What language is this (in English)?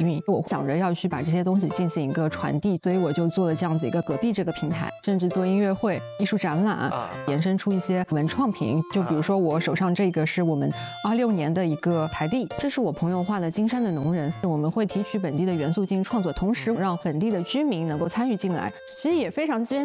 Chinese